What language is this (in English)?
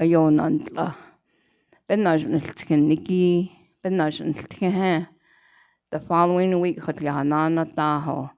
Navajo